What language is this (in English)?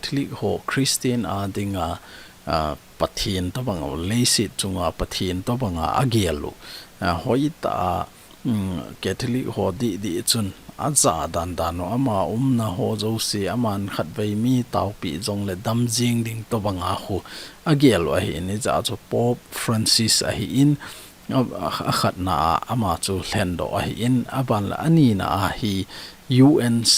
Thado Chin